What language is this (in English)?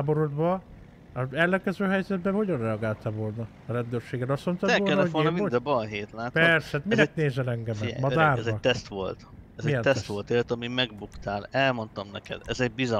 Hungarian